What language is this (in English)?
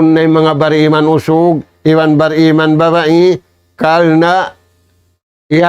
Tausug